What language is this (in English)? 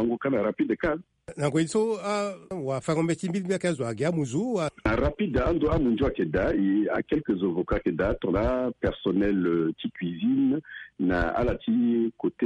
Sango